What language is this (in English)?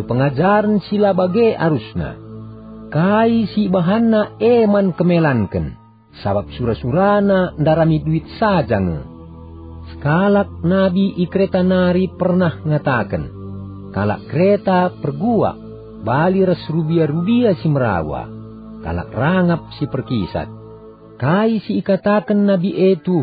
Batak Karo